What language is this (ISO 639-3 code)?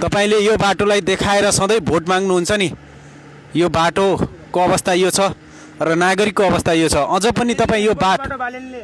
nep